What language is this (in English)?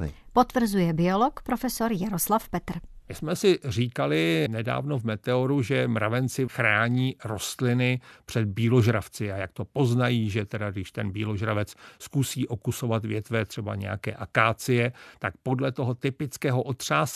Czech